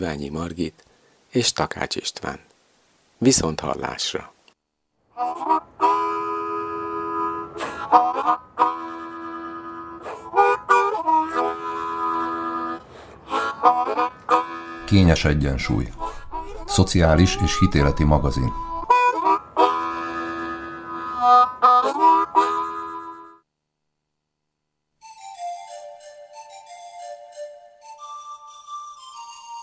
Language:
Hungarian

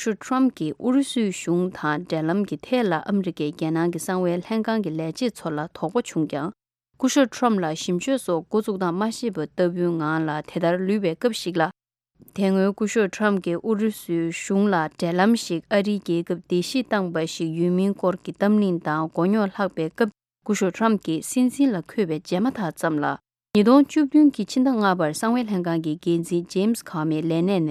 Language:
Tibetan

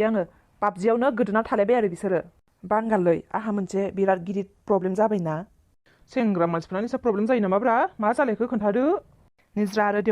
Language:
Bodo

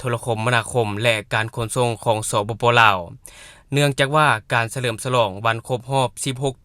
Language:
Lao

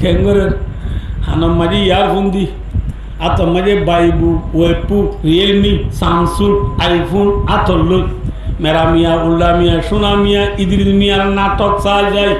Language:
Rohingya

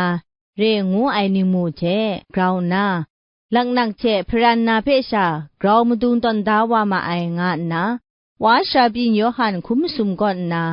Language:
Kachin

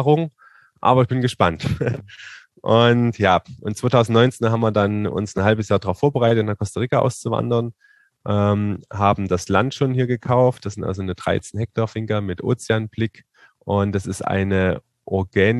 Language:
German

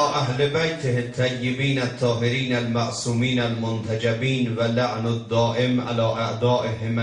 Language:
South Azerbaijani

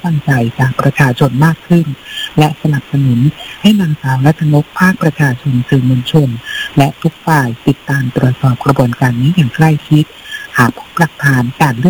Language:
Thai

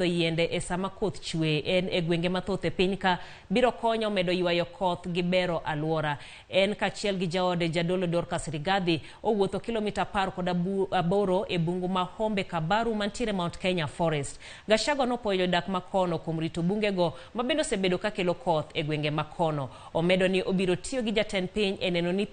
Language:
Luo (Kenya and Tanzania)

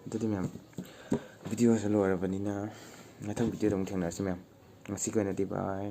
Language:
Manipuri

